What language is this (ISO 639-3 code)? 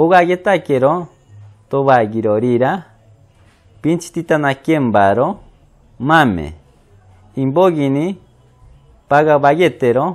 mcb